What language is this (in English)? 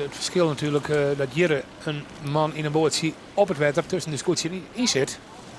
Western Frisian